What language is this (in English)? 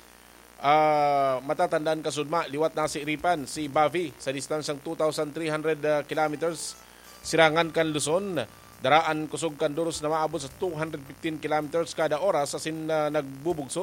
Bikol